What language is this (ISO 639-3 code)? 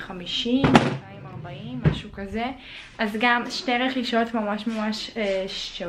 heb